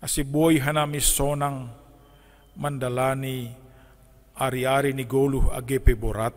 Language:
Batak Simalungun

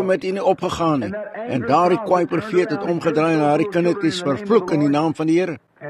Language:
Afrikaans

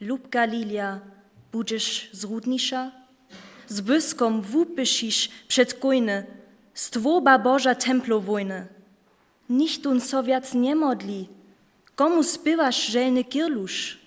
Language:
Upper Sorbian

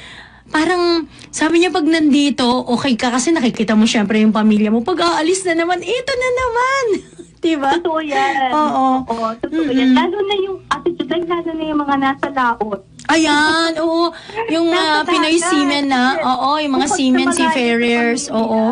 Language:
Filipino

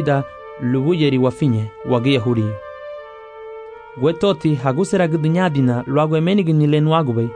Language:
Garifuna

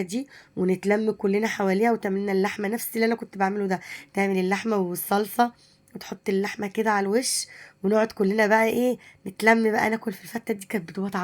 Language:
Egyptian Arabic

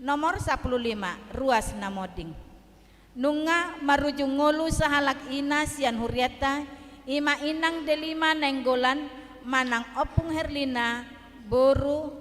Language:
Batak Toba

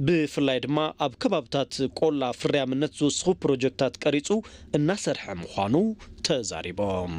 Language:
Tigrinya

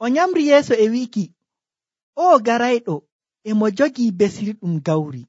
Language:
Nigerian Fulfulde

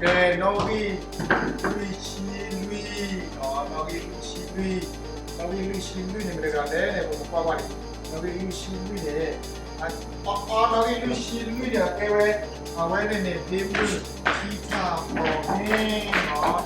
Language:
S'gaw Karen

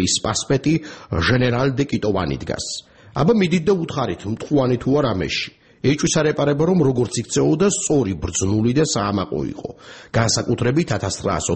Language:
Georgian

